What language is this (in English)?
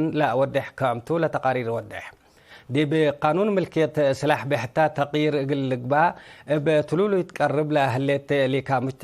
Tigre